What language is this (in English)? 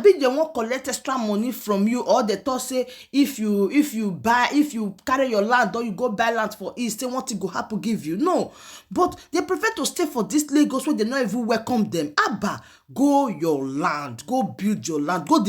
Nigerian Pidgin